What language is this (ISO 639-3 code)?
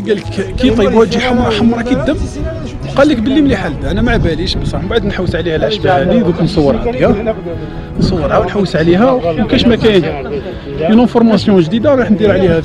arq